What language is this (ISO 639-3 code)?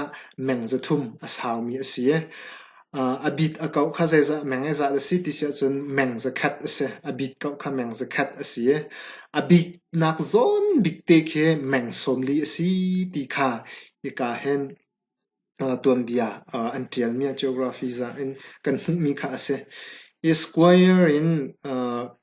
cnh